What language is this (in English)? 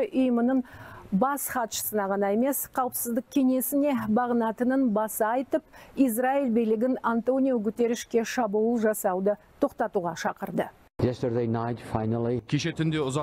Kazakh